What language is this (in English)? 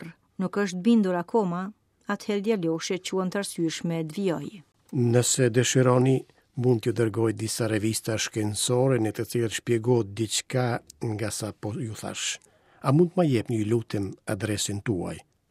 Albanian